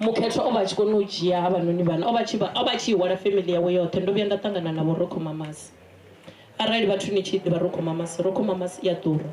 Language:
Venda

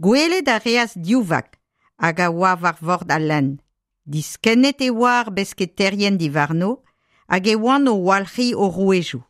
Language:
Breton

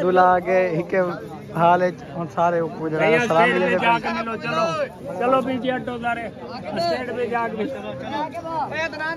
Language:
Saraiki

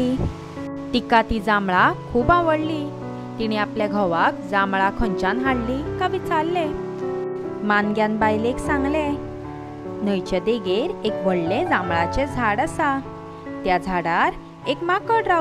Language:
Konkani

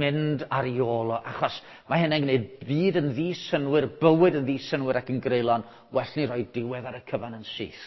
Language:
Welsh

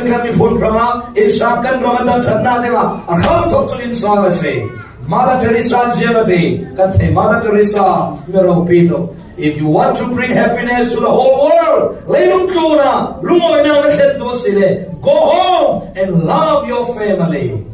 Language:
Falam Chin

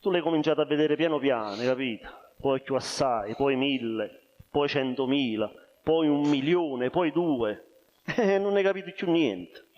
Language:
Neapolitan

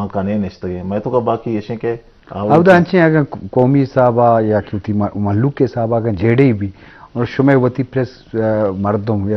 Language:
Eastern Balochi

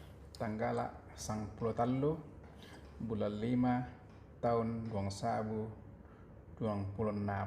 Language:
Toraja-Sa'dan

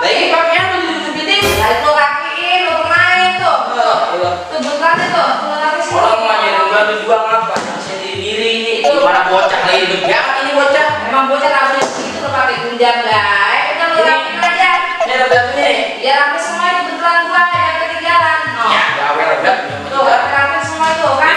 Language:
Betawi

